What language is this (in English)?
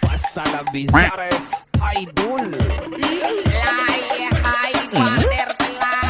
Cebuano